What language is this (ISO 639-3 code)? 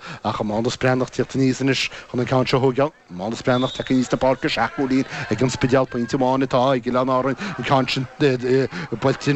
gle